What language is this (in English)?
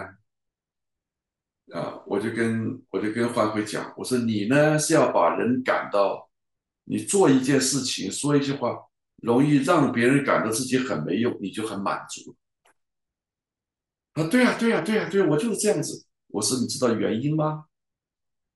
Chinese